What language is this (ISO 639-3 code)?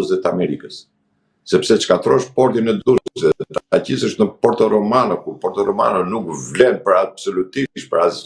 sqi